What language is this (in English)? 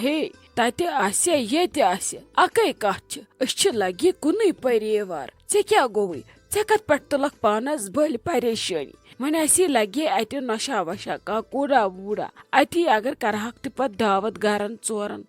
Kashmiri